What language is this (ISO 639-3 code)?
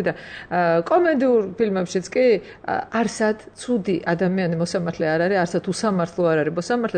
kat